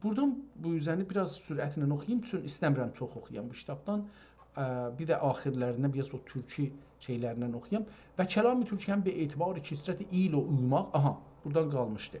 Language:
South Azerbaijani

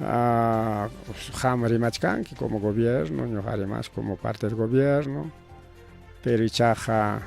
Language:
Ayacucho Quechua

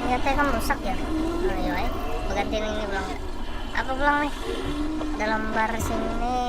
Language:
Banjar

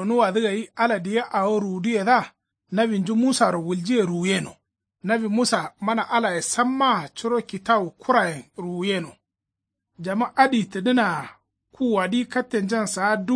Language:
Kanuri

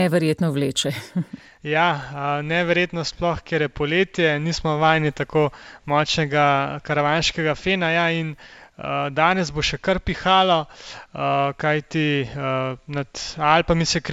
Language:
Slovenian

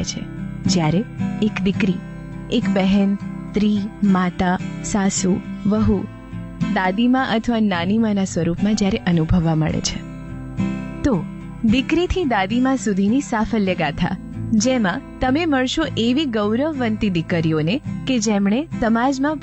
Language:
Gujarati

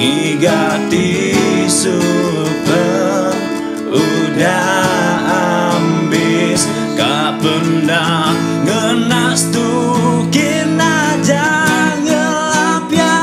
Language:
Iban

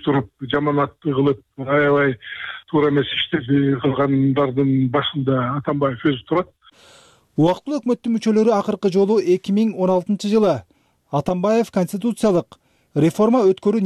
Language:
Kyrgyz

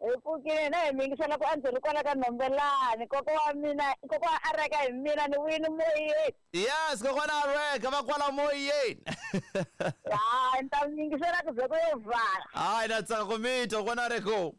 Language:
Tsonga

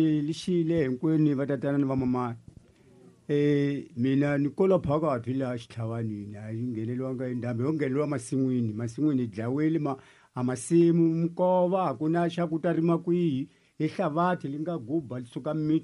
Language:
Tsonga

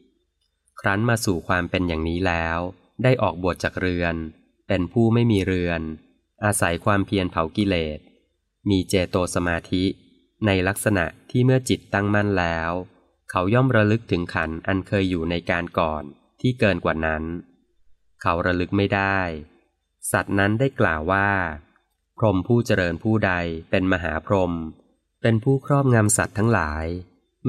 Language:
Thai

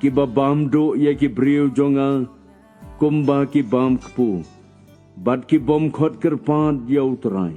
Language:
Khasi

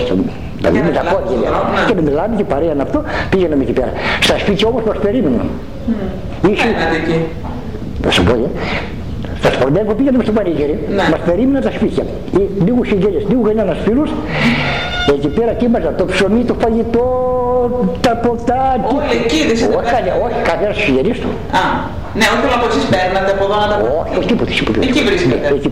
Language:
Greek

